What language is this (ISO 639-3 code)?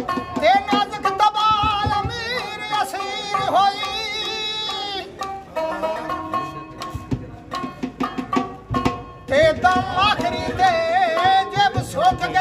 pan